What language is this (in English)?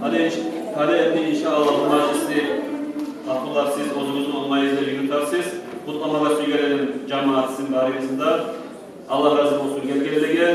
Kumyk